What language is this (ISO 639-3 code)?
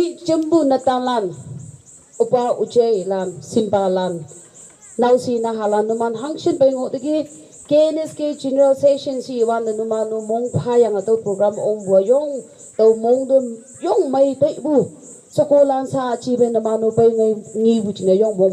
nag